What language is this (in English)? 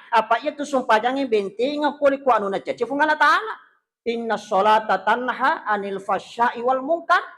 Buginese